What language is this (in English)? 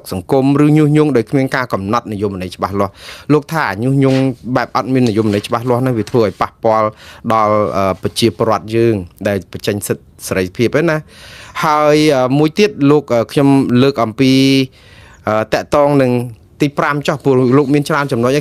Khmer